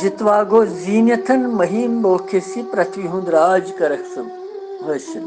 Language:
Kashmiri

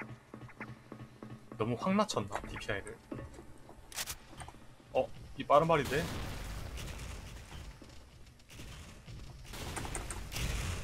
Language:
Korean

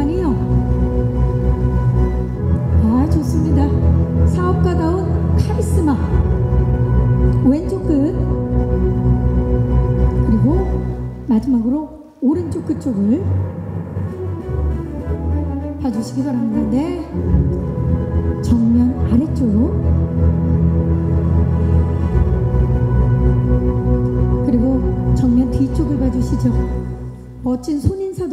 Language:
Korean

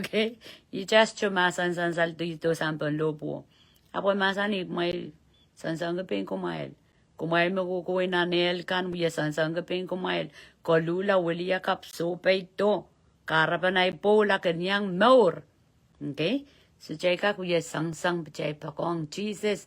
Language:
Pohnpeian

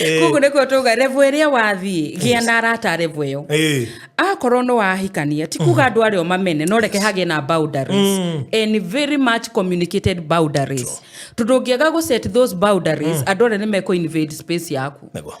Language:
Kikuyu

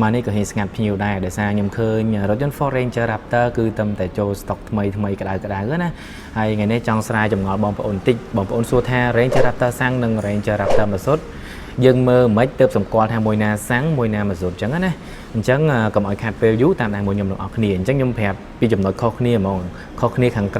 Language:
Khmer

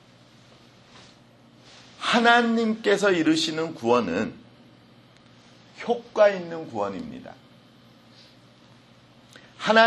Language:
Korean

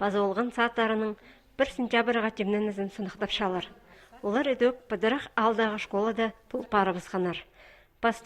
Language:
Khakas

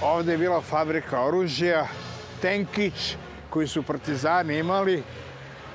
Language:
Serbian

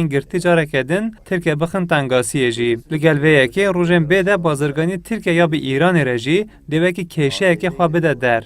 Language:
Kurdish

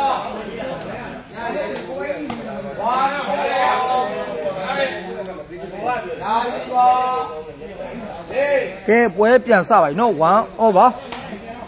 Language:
Burmese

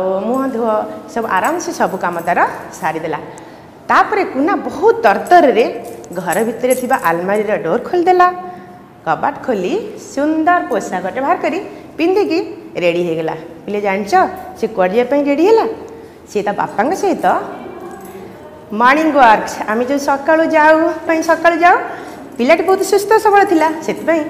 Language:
Odia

